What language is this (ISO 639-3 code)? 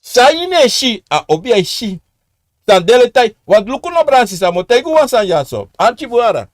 srn